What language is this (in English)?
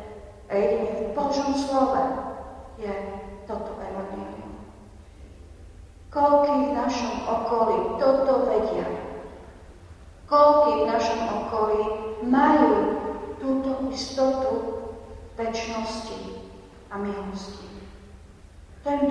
Slovak